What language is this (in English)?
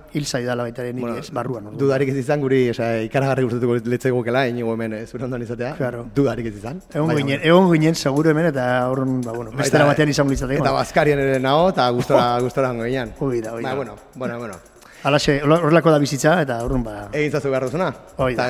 Basque